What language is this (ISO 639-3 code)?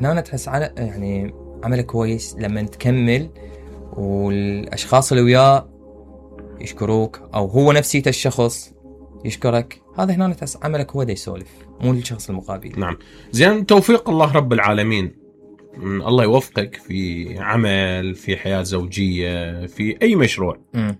acm